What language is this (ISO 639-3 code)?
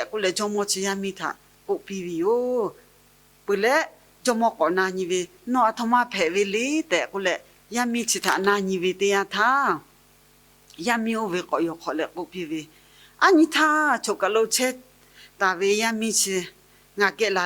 lhu